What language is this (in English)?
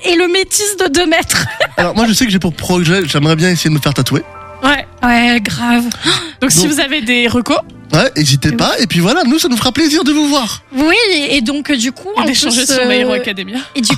French